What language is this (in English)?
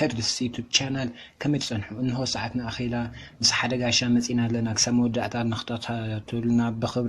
Tigrinya